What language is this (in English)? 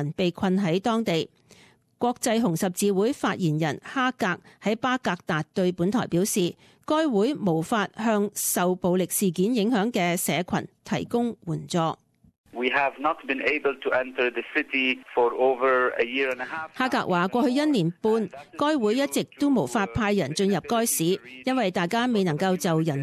Cantonese